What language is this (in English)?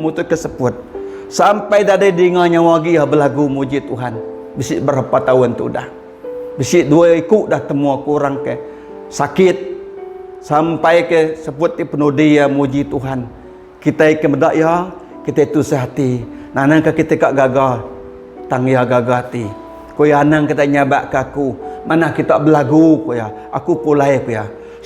Iban